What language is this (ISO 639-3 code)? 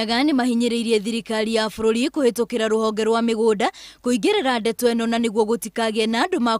kik